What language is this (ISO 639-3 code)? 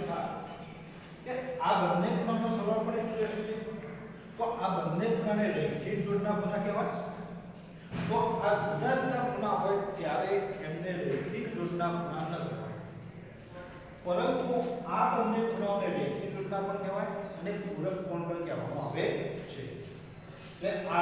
guj